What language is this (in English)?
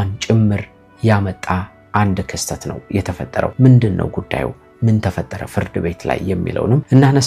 Amharic